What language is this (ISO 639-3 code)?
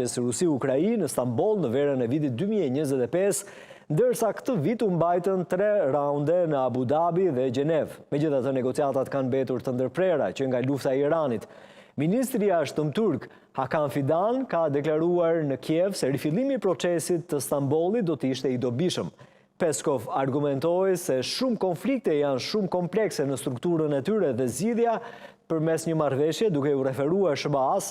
sqi